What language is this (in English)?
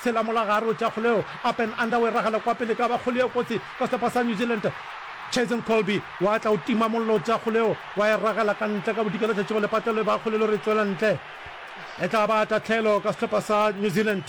Northern Sotho